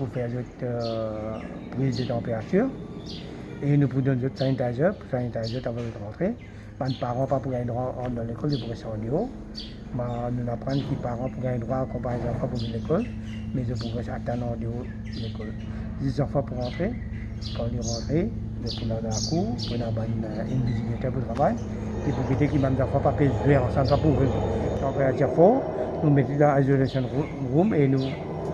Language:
Morisyen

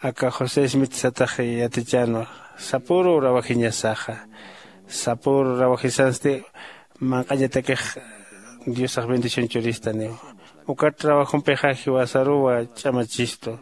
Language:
Aymara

